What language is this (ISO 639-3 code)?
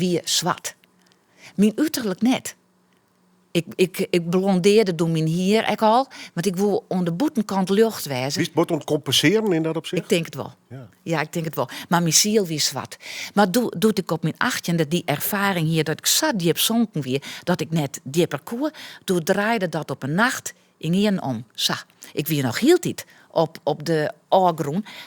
fry